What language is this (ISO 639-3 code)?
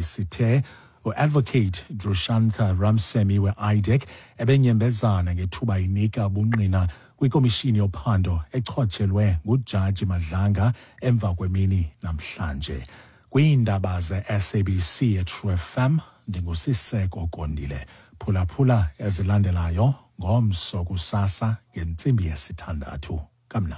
xho